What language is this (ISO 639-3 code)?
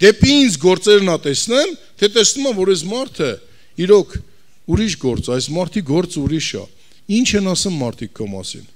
hye